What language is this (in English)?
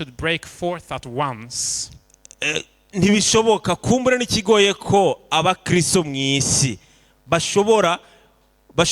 Rundi